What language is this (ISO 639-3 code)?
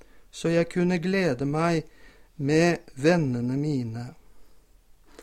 nor